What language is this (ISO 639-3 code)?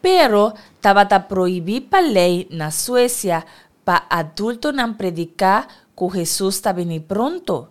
pap